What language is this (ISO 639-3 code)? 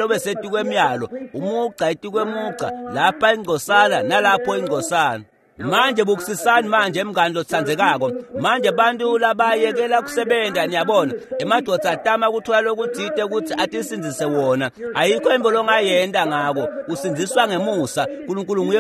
ssw